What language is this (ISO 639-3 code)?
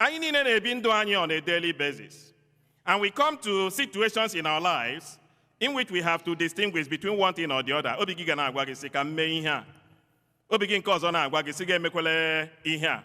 ibo